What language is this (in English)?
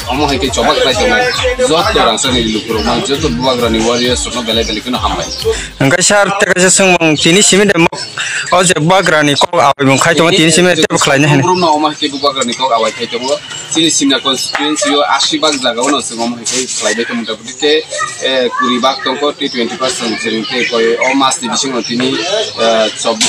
Kok Borok